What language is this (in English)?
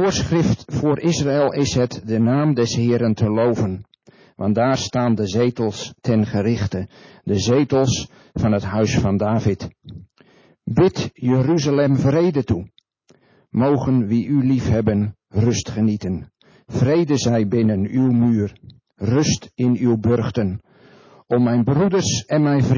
Dutch